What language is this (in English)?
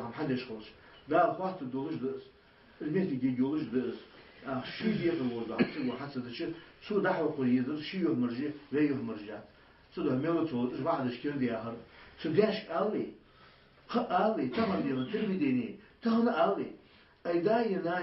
Ingush